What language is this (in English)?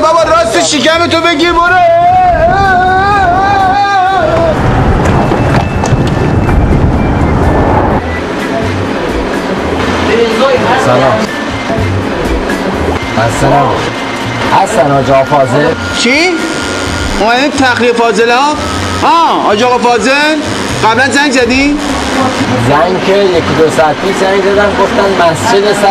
Persian